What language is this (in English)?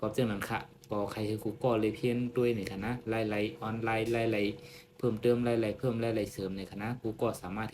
Shan